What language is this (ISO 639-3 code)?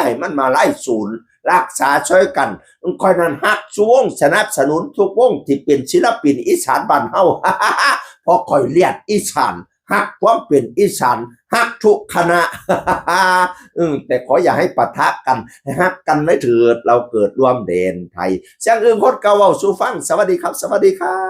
tts